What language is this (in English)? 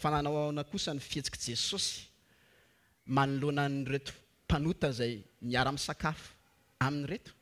Malagasy